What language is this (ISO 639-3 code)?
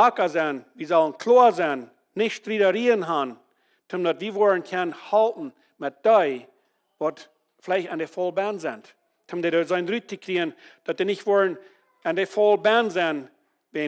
pdt